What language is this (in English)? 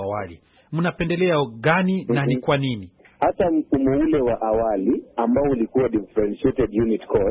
Swahili